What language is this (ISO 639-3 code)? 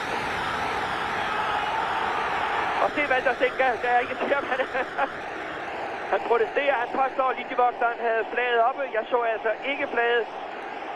dan